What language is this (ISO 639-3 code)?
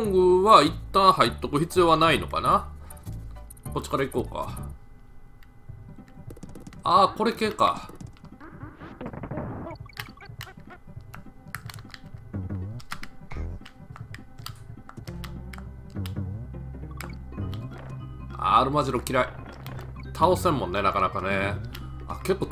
jpn